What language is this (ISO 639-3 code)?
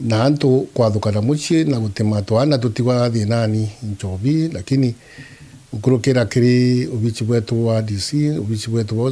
mer